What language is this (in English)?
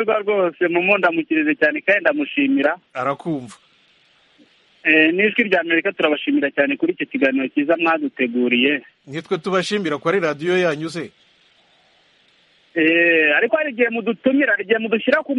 Kinyarwanda